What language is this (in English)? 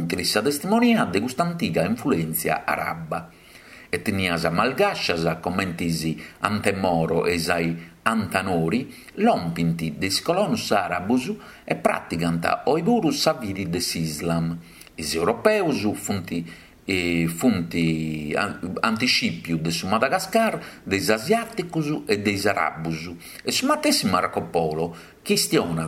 Sardinian